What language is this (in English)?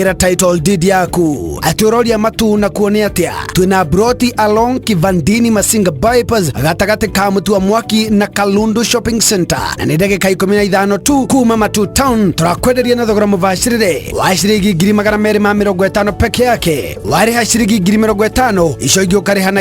Kikuyu